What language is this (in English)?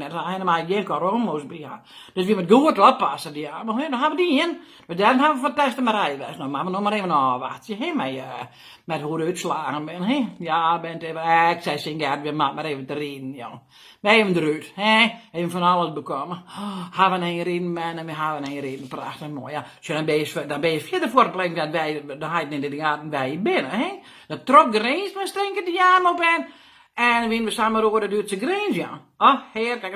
Western Frisian